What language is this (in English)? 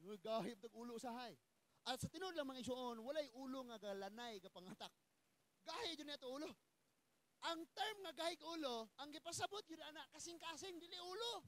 Cebuano